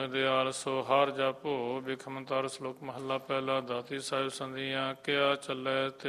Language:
Punjabi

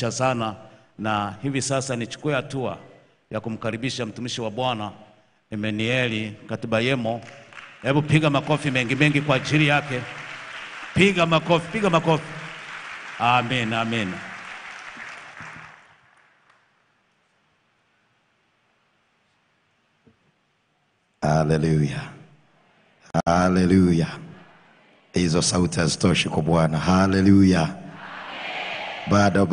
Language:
Swahili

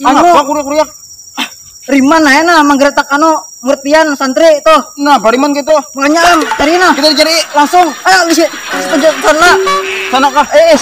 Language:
Banjar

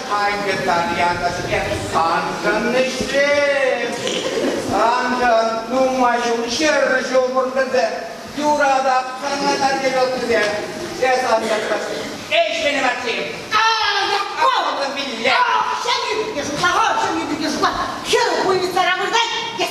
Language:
Chuvash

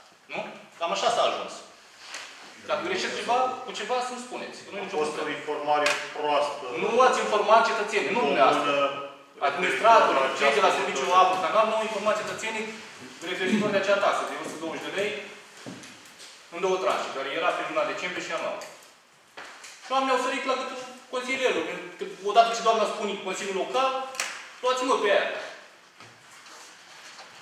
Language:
Romanian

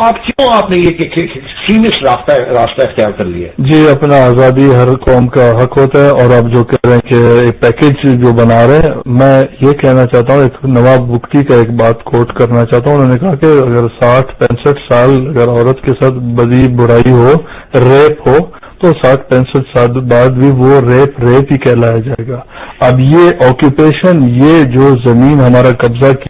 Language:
Urdu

